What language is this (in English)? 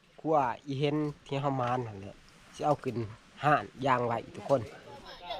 Northeastern Thai